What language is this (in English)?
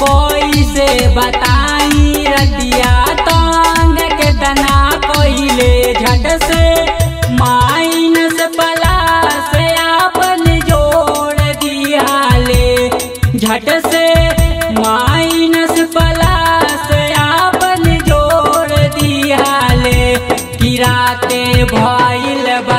Bhojpuri